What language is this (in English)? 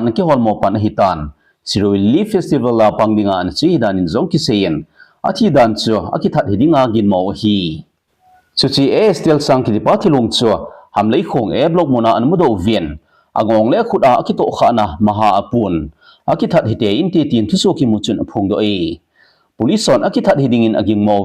Thado Chin